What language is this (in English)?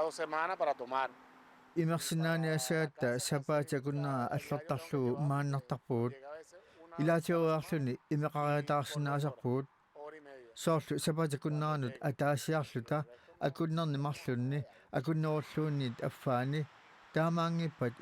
Kalaallisut